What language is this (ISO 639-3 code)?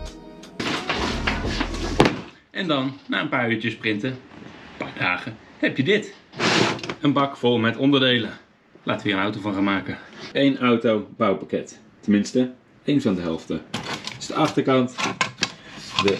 nld